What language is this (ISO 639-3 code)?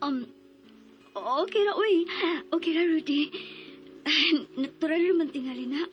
ceb